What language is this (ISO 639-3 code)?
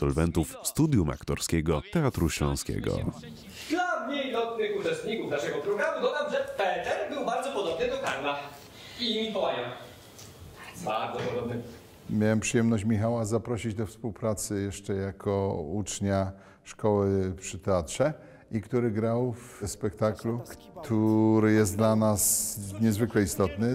pol